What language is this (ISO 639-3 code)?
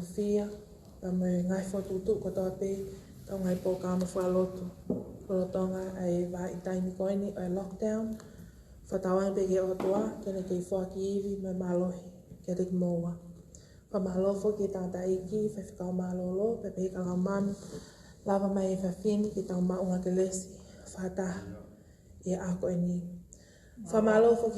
ton